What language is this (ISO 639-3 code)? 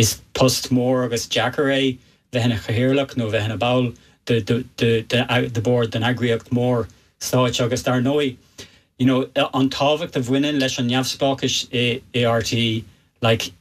gle